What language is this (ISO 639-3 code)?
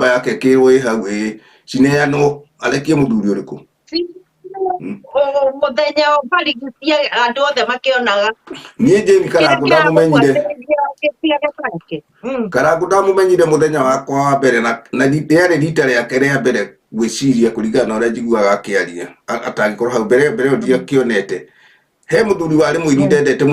kik